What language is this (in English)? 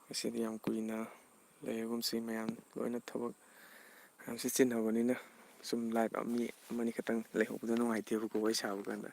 Manipuri